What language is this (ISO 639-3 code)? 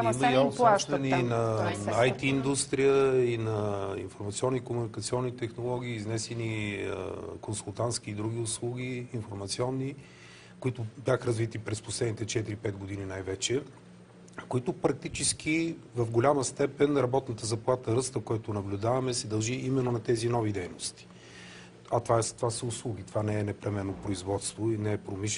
bul